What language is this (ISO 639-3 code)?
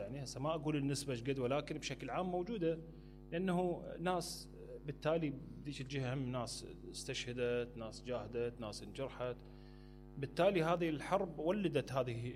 acm